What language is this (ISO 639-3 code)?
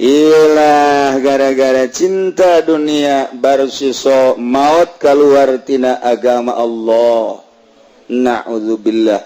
sun